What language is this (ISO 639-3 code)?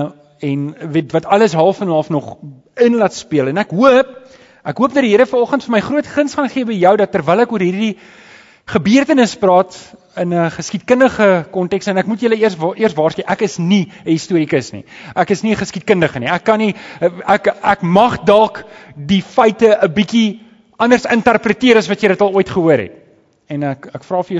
afr